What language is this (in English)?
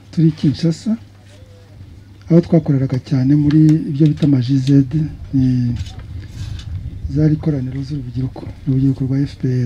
Kinyarwanda